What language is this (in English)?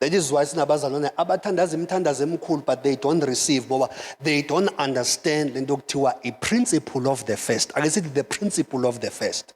Zulu